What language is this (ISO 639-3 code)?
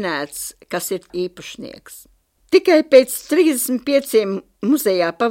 lav